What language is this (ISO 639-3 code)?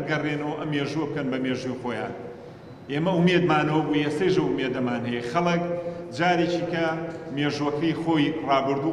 ckb